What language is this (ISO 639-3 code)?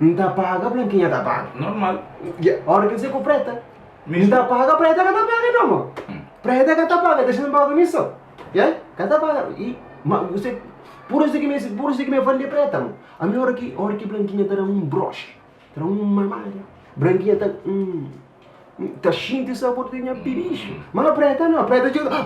kea